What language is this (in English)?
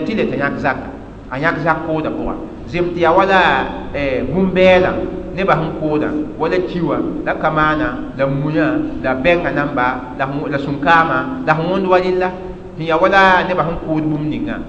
Mossi